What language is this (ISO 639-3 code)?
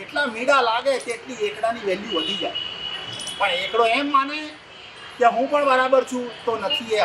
guj